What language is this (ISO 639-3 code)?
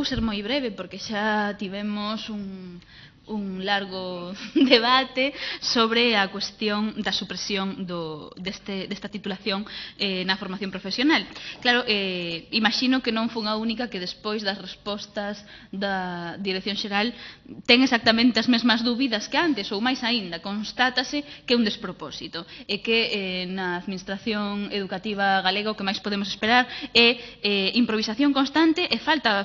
glg